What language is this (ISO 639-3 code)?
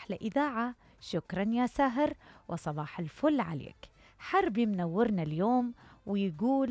acm